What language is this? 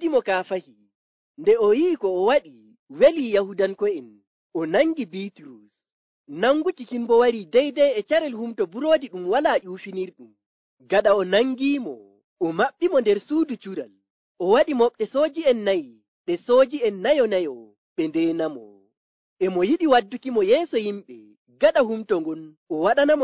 Nigerian Fulfulde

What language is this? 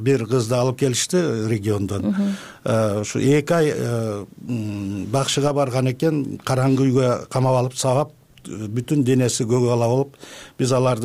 Kyrgyz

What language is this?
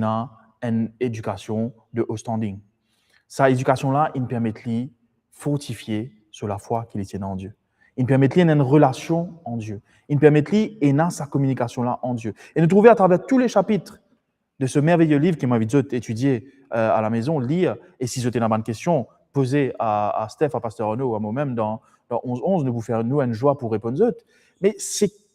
Morisyen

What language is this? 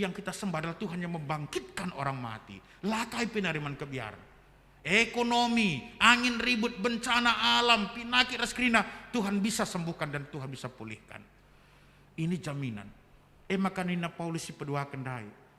Batak Karo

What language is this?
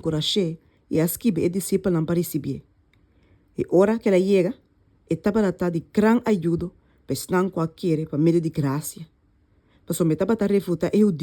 Papiamento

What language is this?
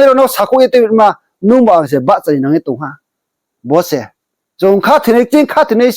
Riang (India)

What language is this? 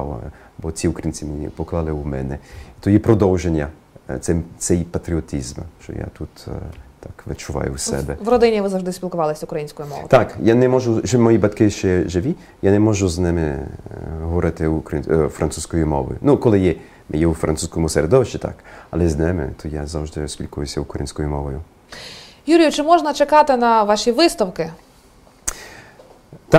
Ukrainian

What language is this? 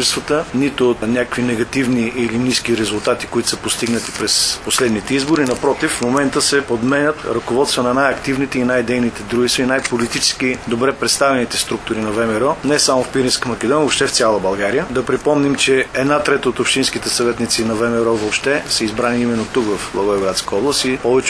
Bulgarian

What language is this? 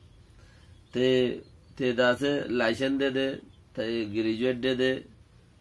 Rohingya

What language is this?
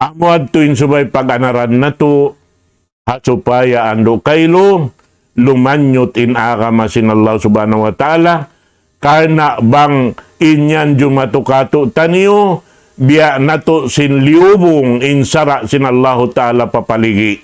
Tausug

